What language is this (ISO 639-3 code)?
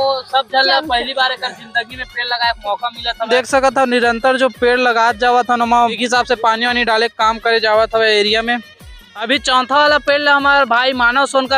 hne